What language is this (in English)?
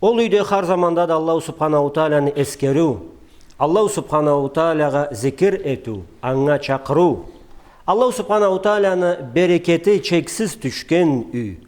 Karachay-Balkar